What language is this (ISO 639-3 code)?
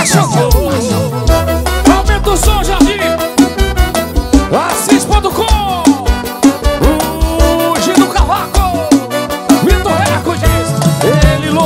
por